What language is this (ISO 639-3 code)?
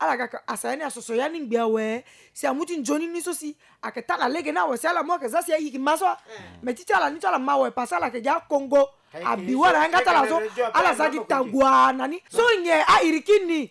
sag